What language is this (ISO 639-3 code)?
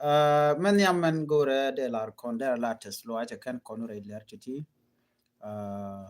nus